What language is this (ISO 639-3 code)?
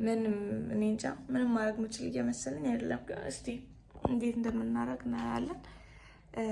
amh